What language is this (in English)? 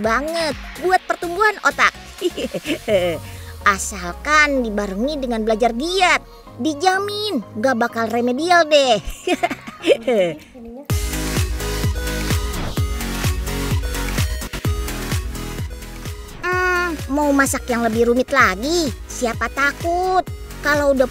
Indonesian